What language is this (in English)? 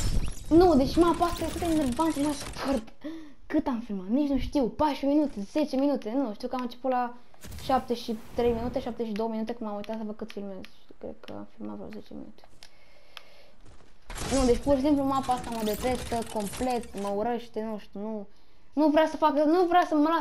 Romanian